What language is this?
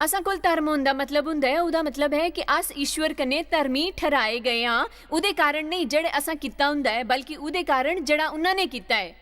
Dogri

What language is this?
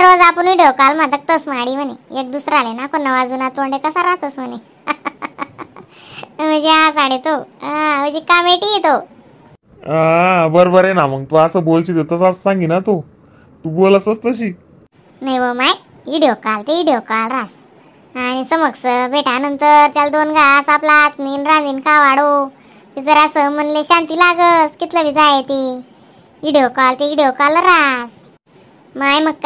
Khandesi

